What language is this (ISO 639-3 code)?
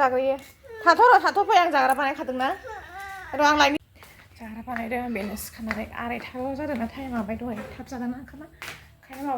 brx